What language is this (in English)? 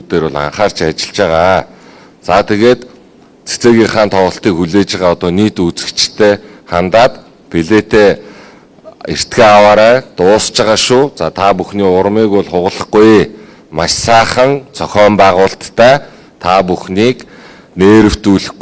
Mongolian